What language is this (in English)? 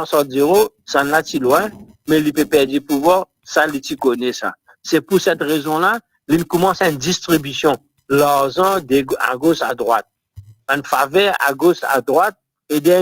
Morisyen